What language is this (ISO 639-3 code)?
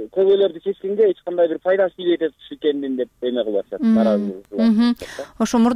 kir